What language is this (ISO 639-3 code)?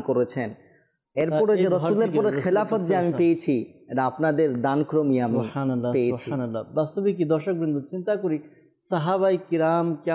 ben